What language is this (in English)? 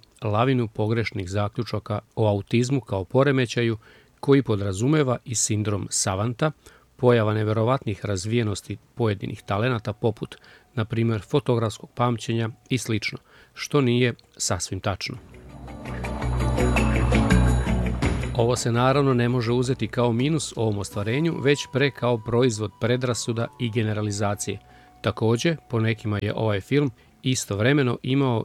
Serbian